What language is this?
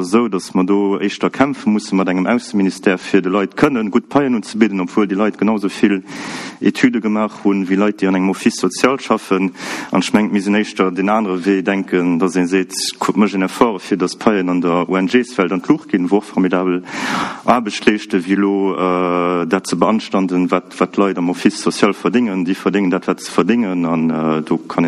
Luxembourgish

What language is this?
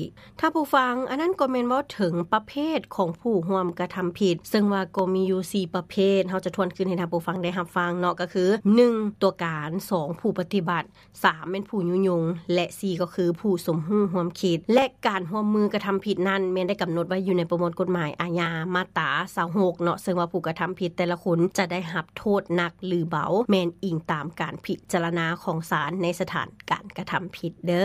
Lao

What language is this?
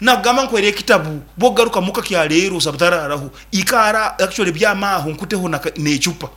Nyankole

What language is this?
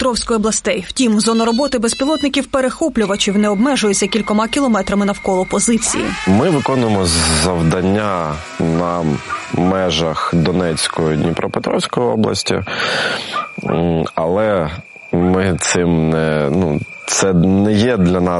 Ukrainian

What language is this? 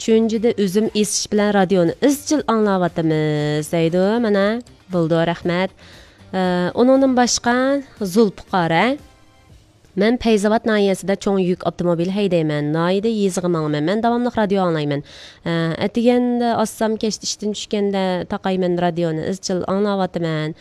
Uyghur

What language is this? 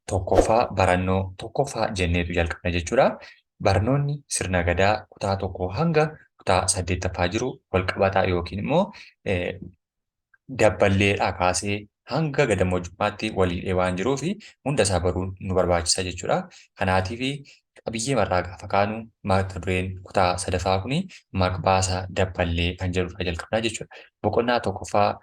Oromo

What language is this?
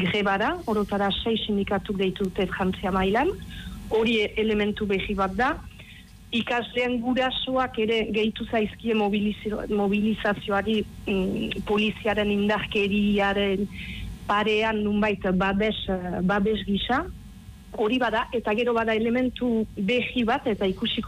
Basque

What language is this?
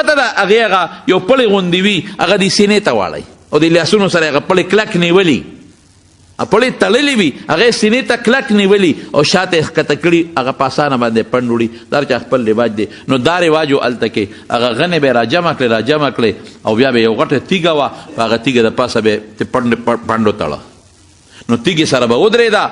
Pashto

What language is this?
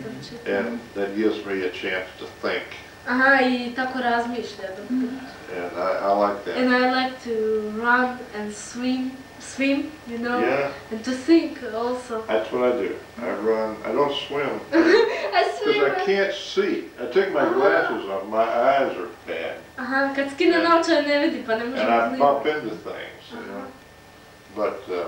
Croatian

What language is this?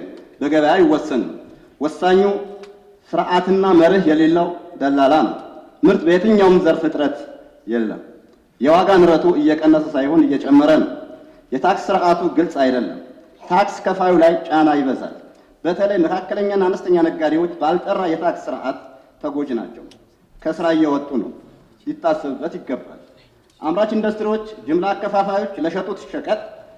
Amharic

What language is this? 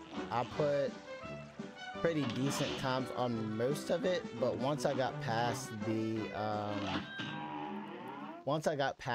English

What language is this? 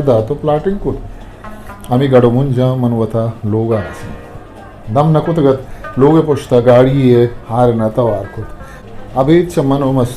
Eastern Balochi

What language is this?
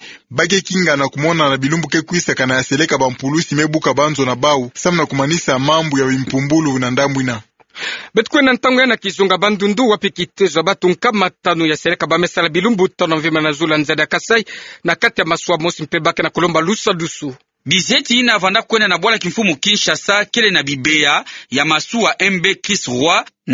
Kituba (Democratic Republic of Congo)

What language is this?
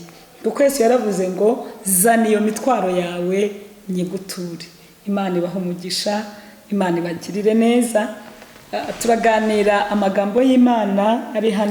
Kinyarwanda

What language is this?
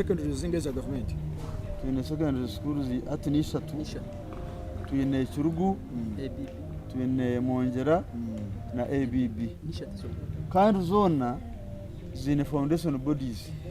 Nyankole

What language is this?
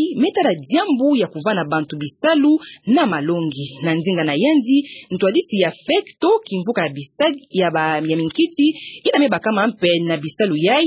Kituba (Democratic Republic of Congo)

